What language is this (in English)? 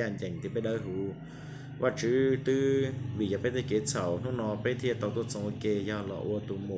Hmong